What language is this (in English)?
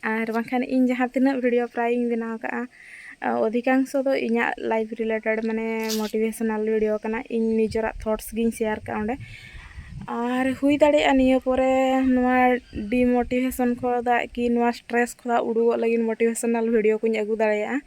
Santali